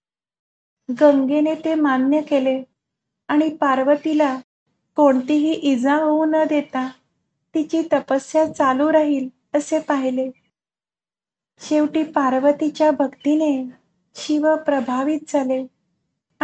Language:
Marathi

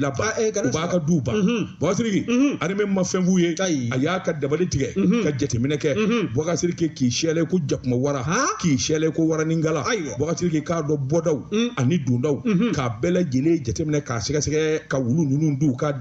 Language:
Bambara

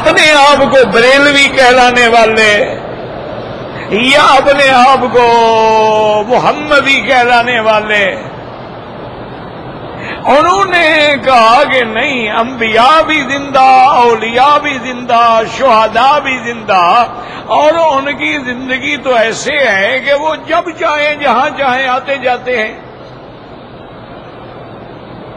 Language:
Urdu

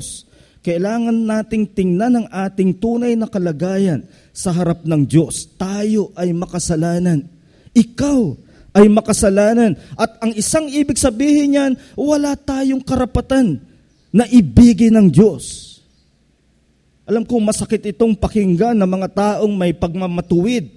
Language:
Filipino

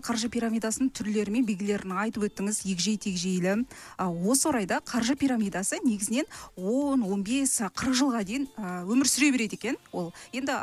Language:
Kazakh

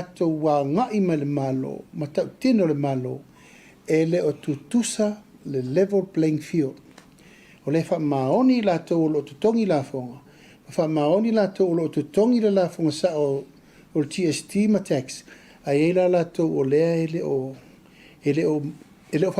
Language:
Samoan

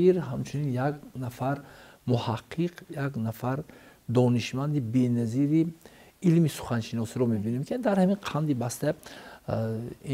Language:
Tajik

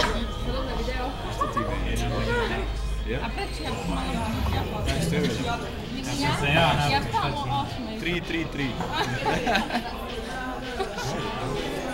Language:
Slovak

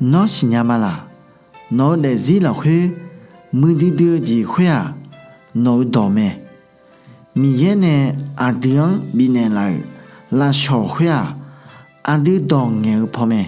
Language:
Akha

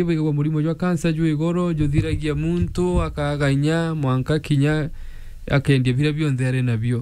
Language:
Meru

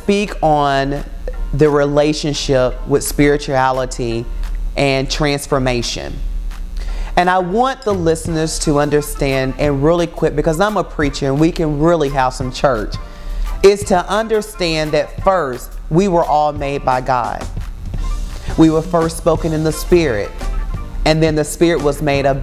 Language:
English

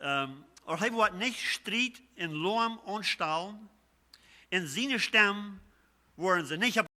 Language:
Plautdietsch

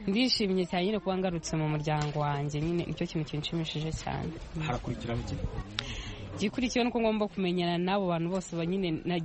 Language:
Kinyarwanda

